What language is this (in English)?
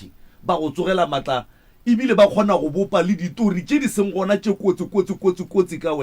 Northern Sotho